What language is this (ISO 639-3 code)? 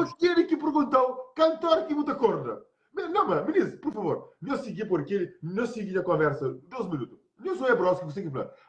kea